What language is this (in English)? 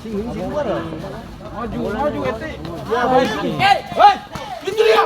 Ambonese Malay